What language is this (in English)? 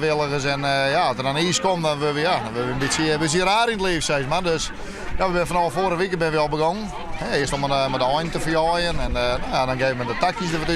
Western Frisian